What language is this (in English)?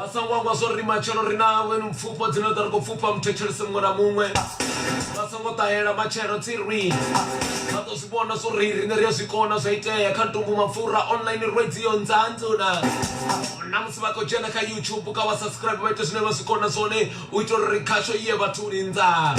Venda